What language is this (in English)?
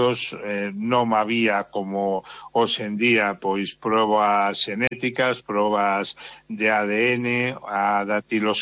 Galician